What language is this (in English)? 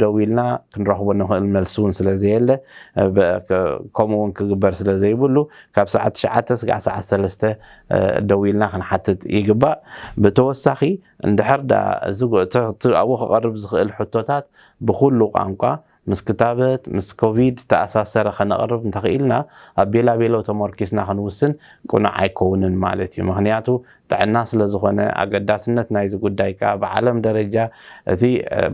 Tigrinya